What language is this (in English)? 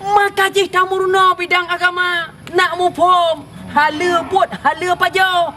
Achinese